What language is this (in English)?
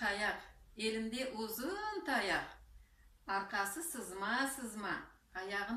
Crimean Tatar